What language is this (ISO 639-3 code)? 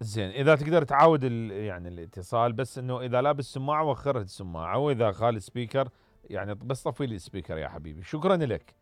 acm